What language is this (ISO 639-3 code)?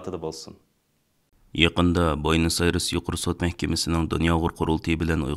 uig